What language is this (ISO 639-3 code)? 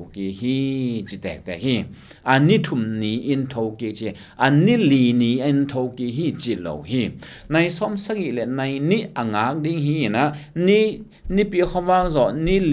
ctd